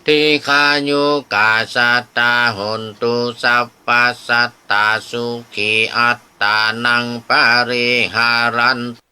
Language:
Pali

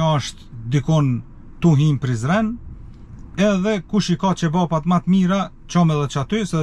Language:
Albanian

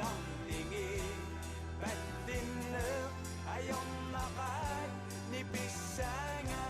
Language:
Kalaallisut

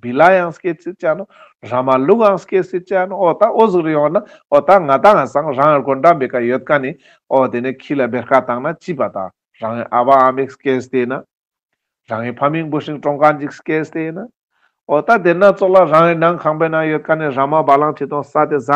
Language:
Ladakhi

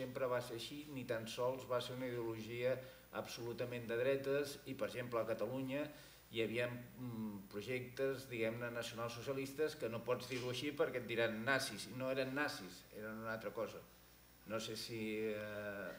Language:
Catalan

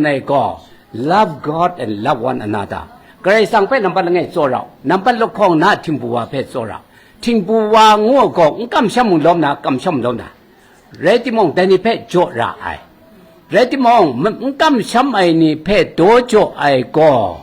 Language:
Kachin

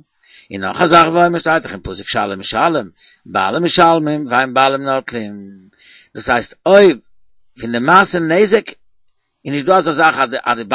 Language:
Yiddish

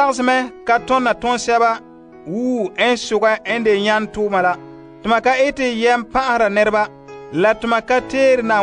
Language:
Frafra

